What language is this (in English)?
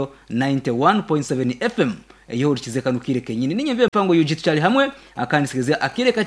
Nyankole